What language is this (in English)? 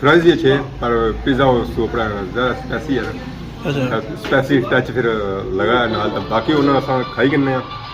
Pahari-Potwari